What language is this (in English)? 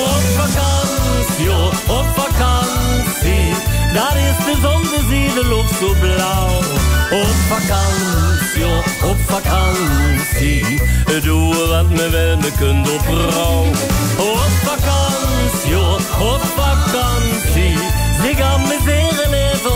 Limburgish